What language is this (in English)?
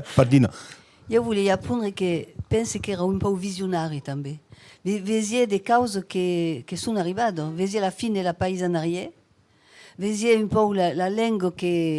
Occitan